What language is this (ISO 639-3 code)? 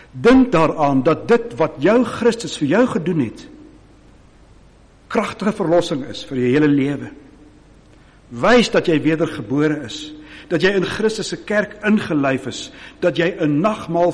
afr